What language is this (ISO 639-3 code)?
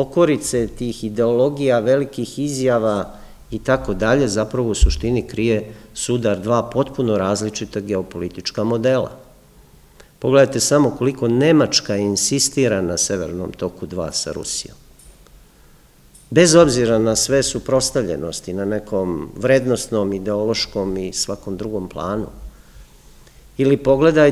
srp